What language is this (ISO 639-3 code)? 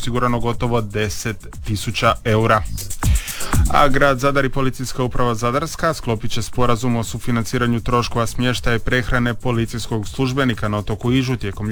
hrv